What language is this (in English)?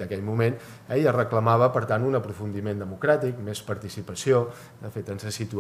Catalan